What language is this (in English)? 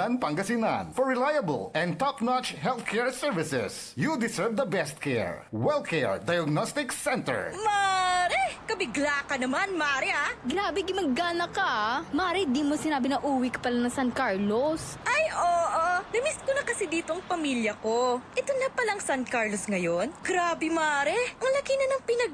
Pangasinan